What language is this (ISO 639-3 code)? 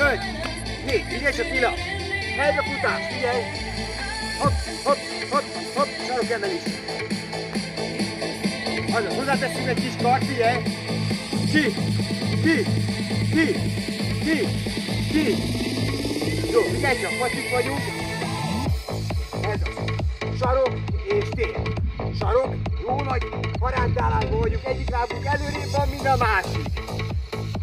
hun